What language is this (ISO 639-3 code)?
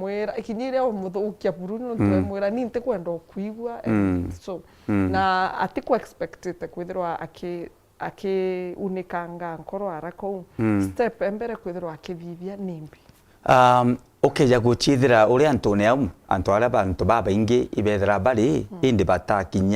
mer